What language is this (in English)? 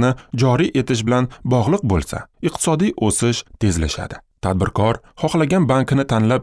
Uzbek